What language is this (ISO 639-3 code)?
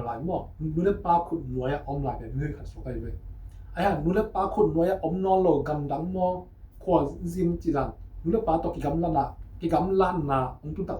ctd